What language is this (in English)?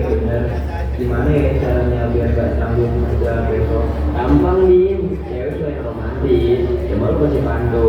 Betawi